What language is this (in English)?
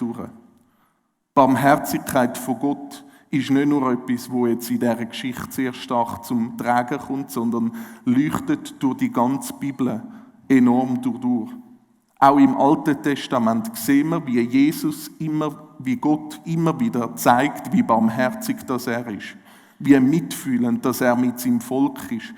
Swiss German